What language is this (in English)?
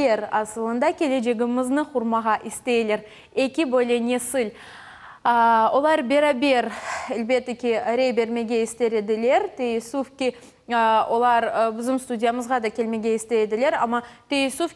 Crimean Tatar